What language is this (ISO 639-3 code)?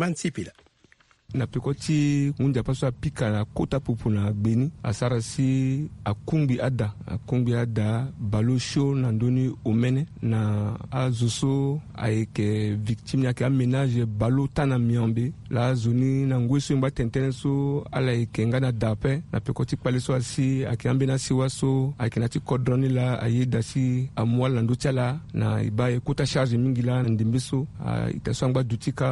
sag